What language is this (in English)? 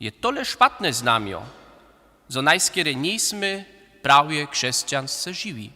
Upper Sorbian